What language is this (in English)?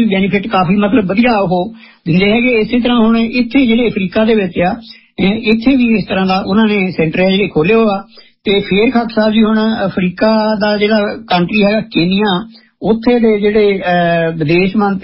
Punjabi